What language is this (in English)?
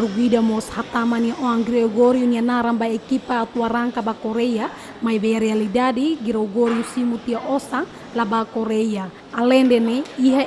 Tetum